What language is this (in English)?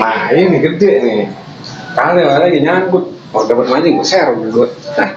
Betawi